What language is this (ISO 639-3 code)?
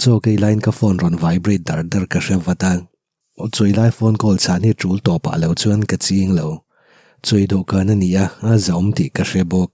lus